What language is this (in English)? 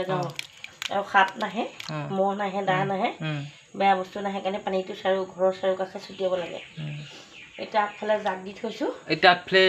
Assamese